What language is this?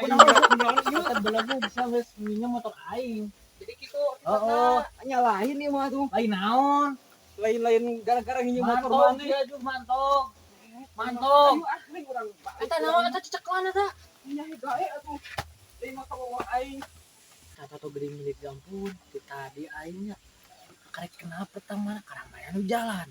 Sundanese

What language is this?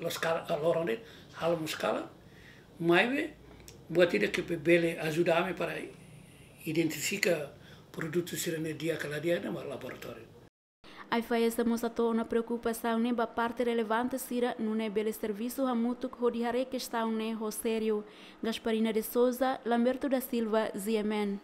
Tetum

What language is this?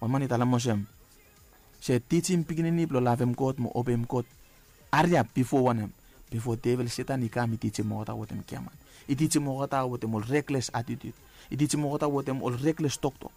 Bislama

